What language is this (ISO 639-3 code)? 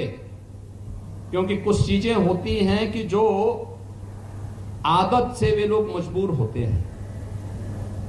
hin